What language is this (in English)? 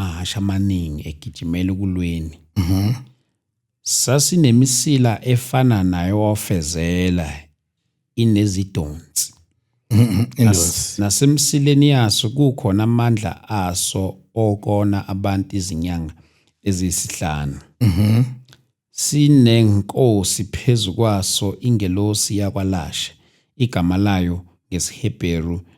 Zulu